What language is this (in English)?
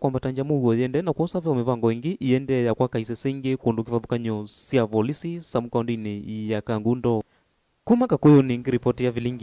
Kamba